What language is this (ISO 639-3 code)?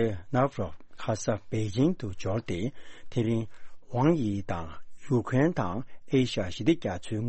bod